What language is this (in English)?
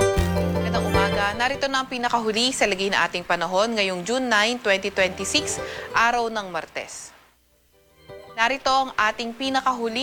Filipino